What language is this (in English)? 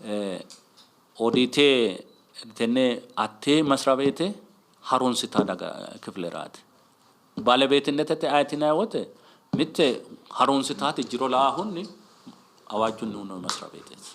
Sidamo